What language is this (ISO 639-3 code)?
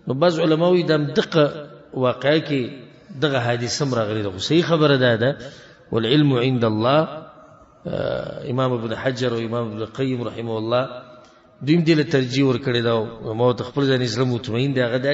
pus